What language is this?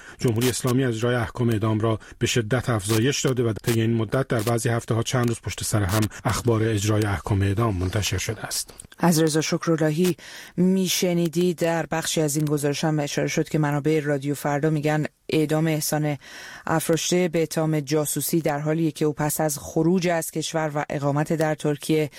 Persian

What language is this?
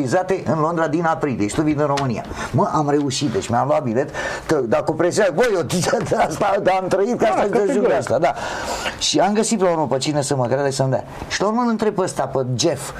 Romanian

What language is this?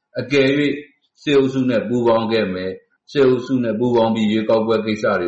Burmese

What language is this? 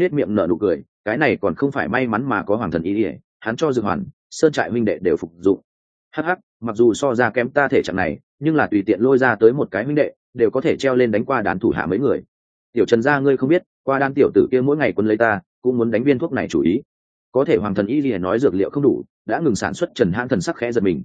Vietnamese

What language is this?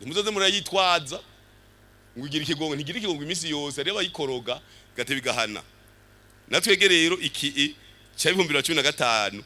Rundi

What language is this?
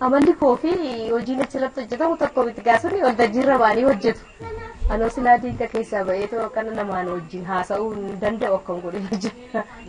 Oromo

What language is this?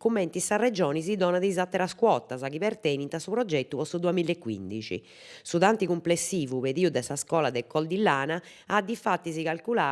Sardinian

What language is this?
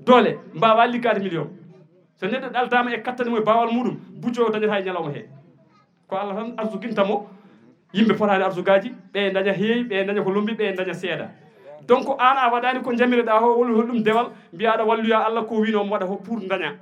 Fula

